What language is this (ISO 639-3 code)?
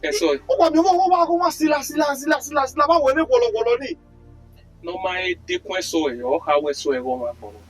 bin